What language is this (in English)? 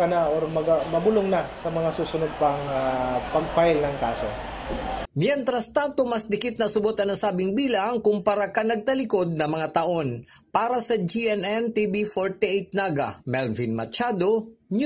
Bikol